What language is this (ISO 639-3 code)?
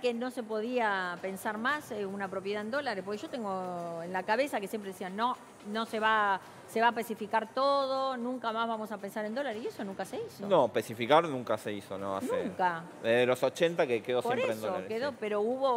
spa